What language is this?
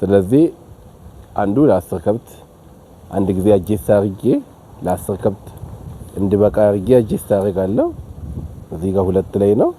Amharic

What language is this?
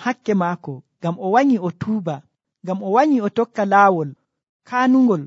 Nigerian Fulfulde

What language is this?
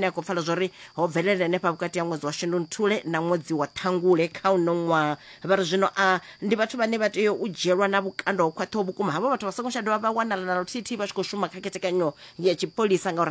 Venda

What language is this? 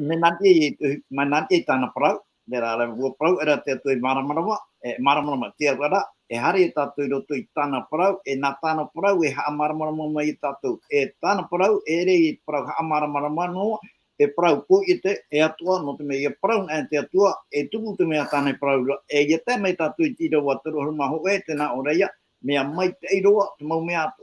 Tahitian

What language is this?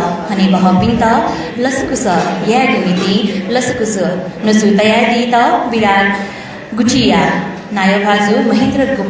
Newari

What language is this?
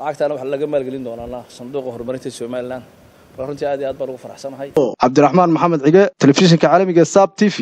Somali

